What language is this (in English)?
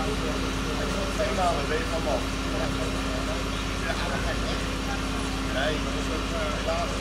Dutch